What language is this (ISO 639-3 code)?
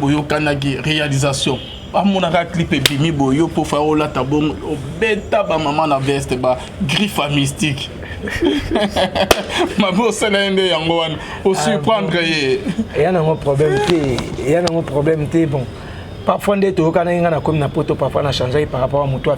lin